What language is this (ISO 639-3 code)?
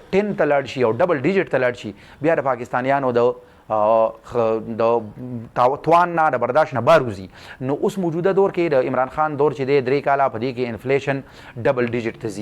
pus